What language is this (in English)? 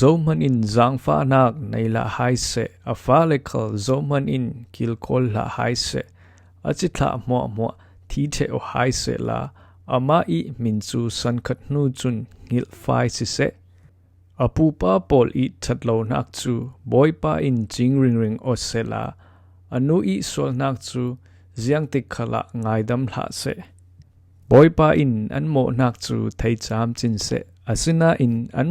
Falam Chin